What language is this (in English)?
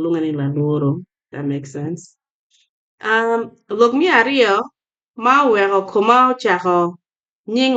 Acoli